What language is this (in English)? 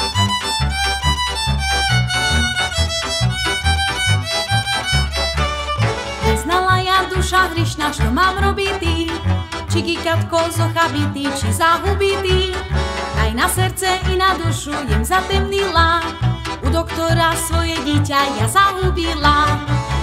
Slovak